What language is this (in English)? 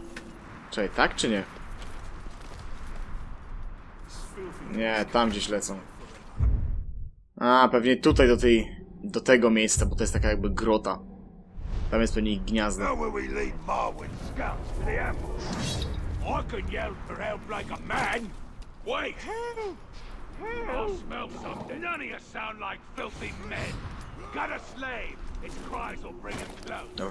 Polish